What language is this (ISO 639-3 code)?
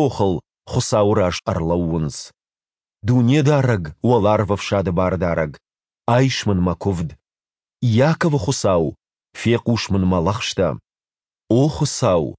oss